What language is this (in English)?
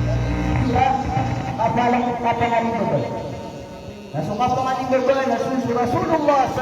Maranao